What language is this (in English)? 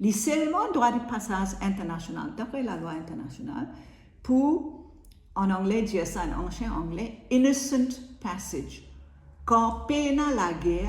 Morisyen